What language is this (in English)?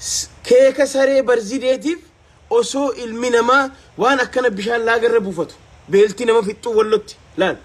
Oromo